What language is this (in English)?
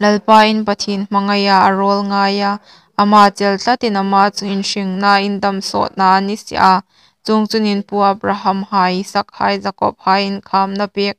Hmar